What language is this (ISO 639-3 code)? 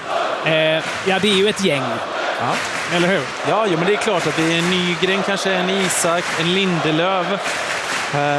swe